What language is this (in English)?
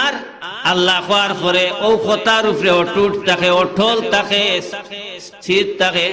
Sylheti